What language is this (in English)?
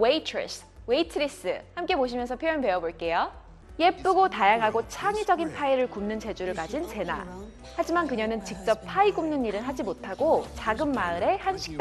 Korean